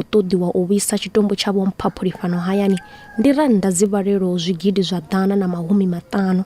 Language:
Venda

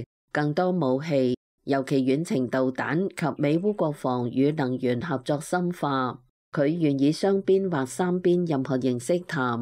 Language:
Cantonese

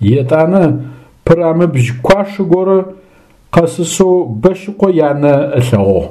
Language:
Adyghe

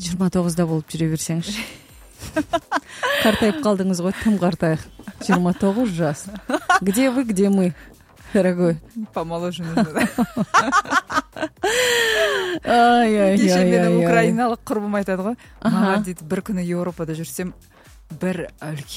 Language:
Kazakh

